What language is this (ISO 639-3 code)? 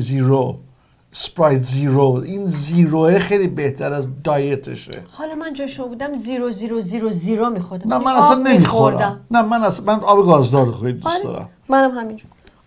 fas